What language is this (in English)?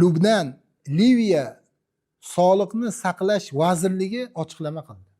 Uzbek